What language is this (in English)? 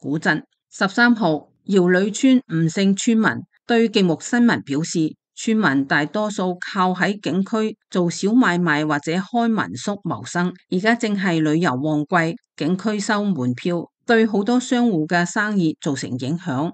Cantonese